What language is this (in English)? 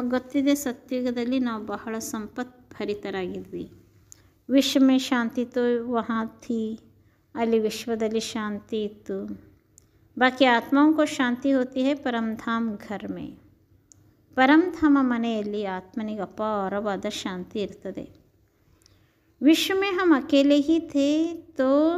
Kannada